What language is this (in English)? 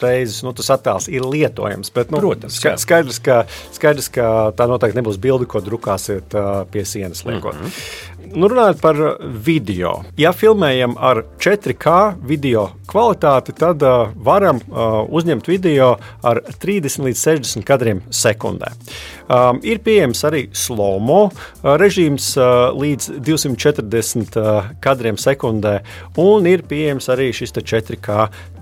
Latvian